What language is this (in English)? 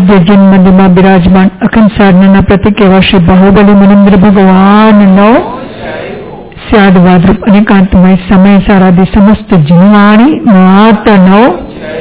Gujarati